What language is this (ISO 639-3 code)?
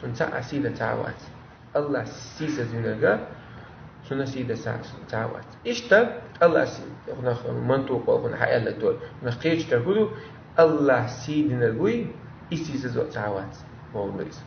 che